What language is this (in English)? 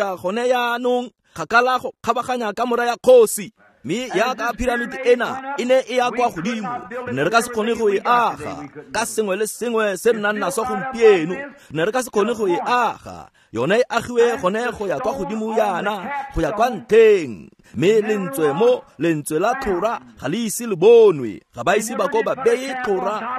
Tswana